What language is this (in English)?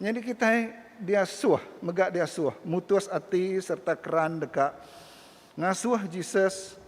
Iban